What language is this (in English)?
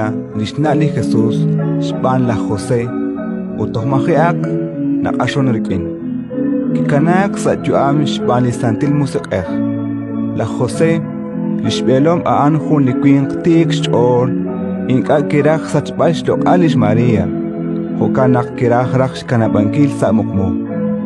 Kekchí